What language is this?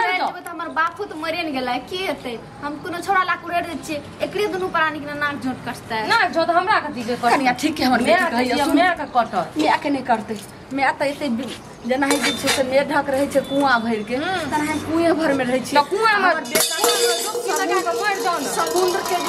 Maithili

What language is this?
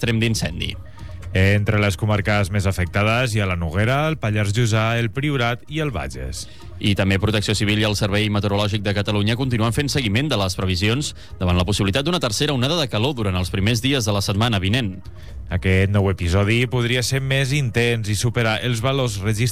Catalan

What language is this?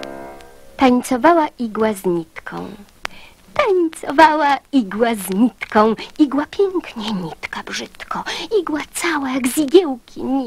Polish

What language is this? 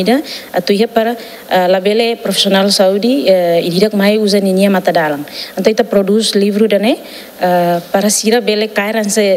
Tetum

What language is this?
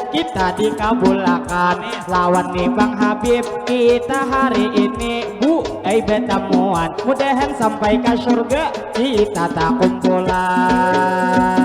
Banjar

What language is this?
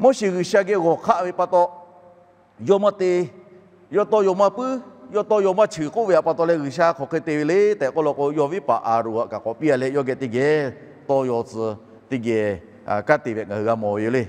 Lahu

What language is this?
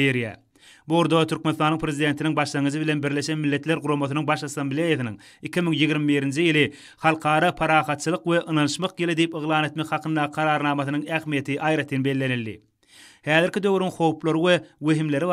Turkmen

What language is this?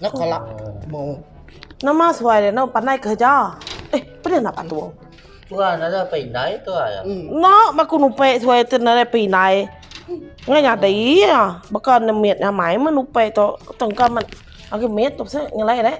Iban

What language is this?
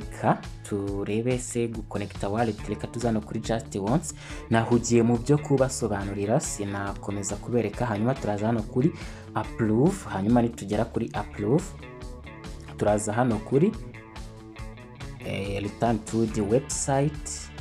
Kinyarwanda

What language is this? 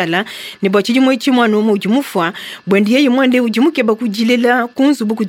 Luba-Lulua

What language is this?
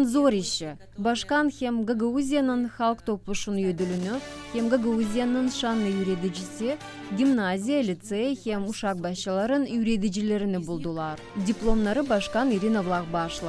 Gagauz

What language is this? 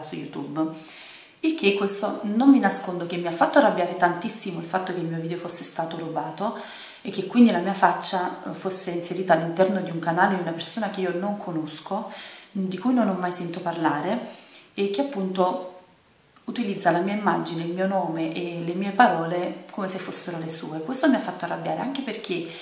Italian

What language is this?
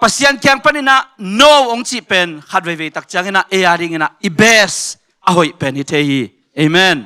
Tedim Chin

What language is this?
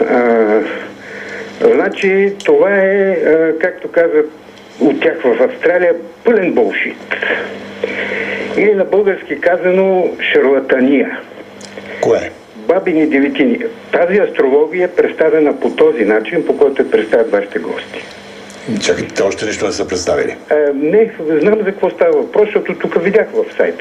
Bulgarian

